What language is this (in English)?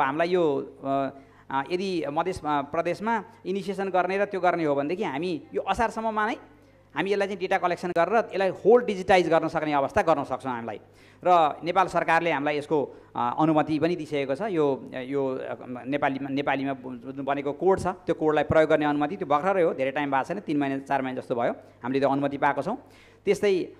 Nepali